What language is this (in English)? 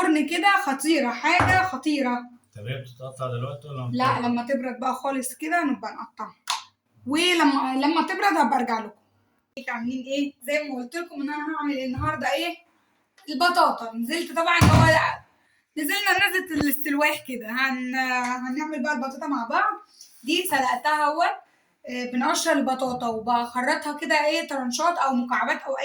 Egyptian Arabic